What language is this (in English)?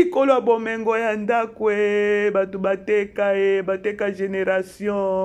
Lingala